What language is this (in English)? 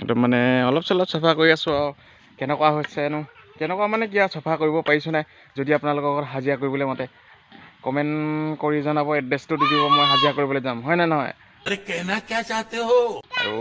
Assamese